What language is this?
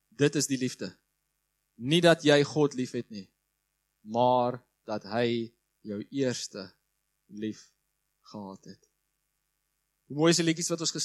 Afrikaans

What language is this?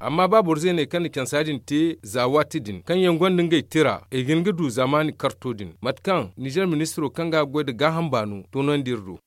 Zarma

